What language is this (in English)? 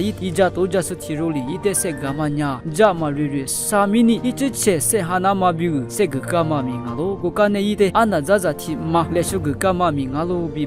Lisu